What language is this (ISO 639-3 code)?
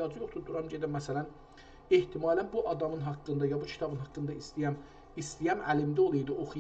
azb